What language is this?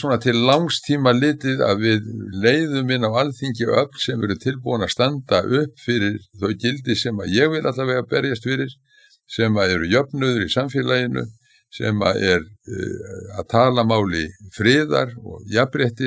Icelandic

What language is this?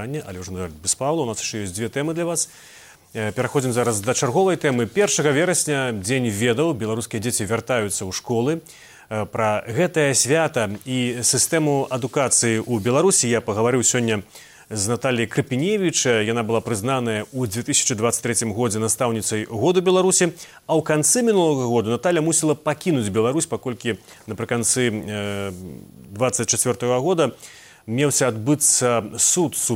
Belarusian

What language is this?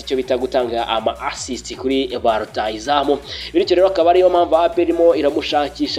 Kinyarwanda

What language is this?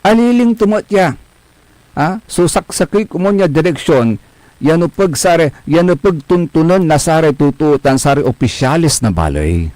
Pangasinan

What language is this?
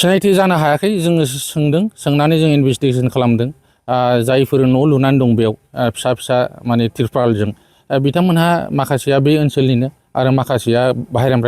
Bodo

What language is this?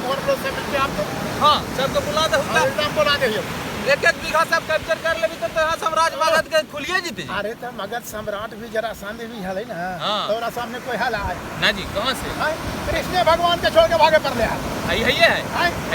Magahi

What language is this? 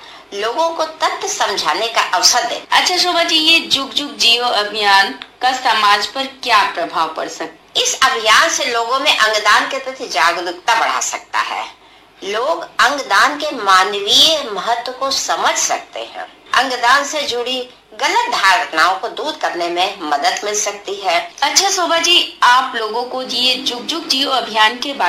Hindi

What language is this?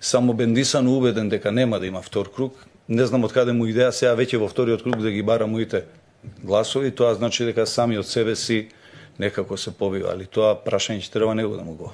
Macedonian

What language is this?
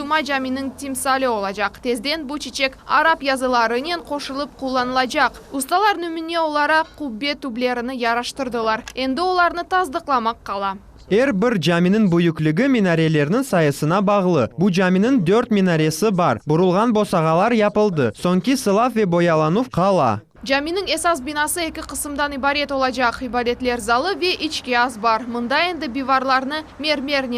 Crimean Tatar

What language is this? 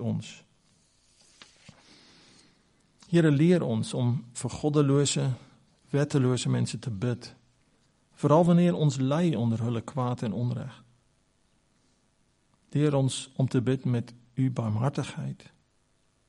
Afrikaans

